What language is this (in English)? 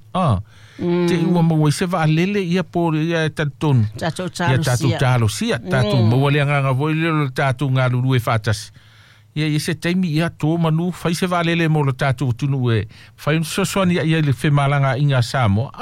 Samoan